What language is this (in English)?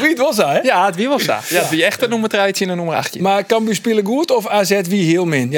Western Frisian